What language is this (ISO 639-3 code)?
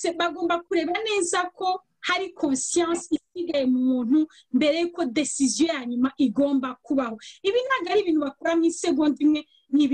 kin